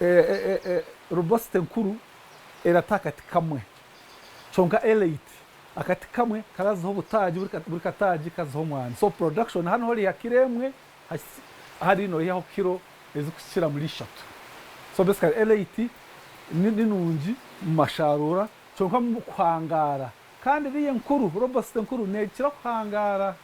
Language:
Nyankole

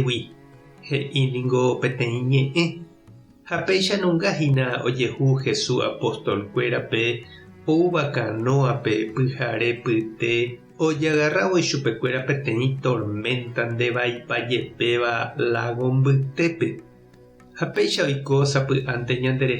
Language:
Guarani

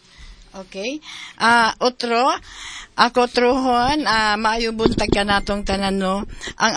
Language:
Cebuano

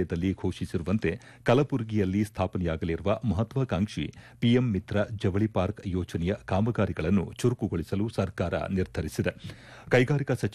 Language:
Kannada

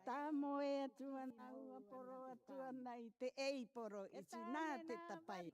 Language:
Rarotongan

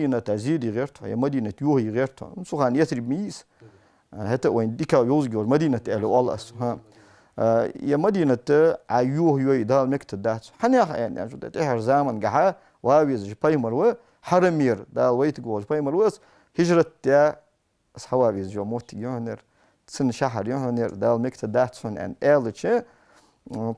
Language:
Ingush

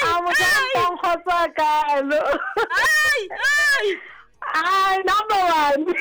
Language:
Southern Sotho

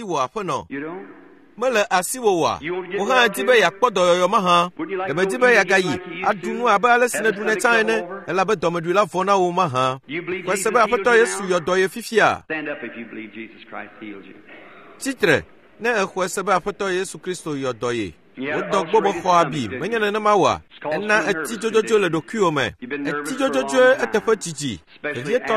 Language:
Ewe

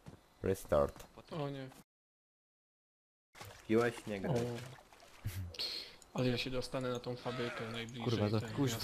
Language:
Polish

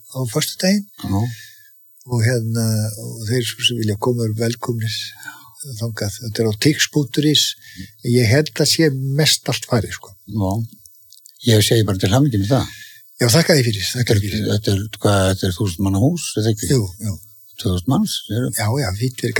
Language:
Icelandic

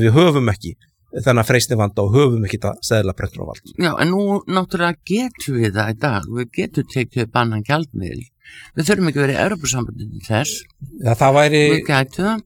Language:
Icelandic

